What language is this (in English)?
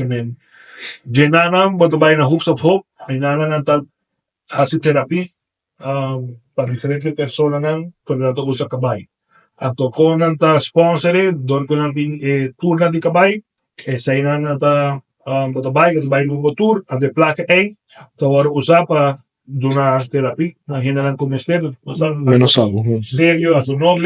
Papiamento